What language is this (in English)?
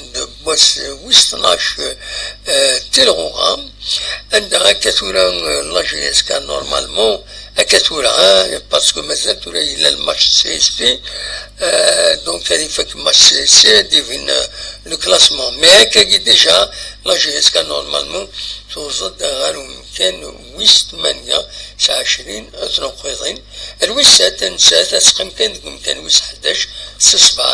Kabyle